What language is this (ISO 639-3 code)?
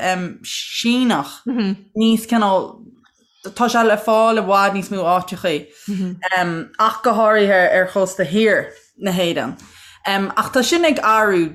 gle